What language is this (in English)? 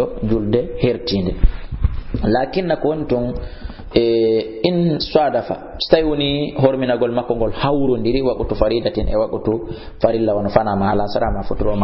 Fula